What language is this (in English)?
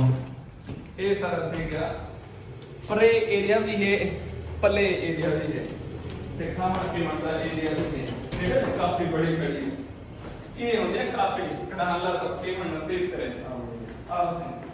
Saraiki